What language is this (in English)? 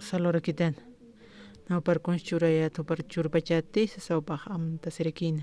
Aymara